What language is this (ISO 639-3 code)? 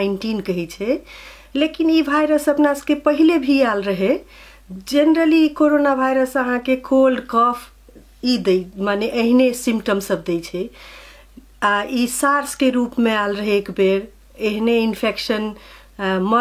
mai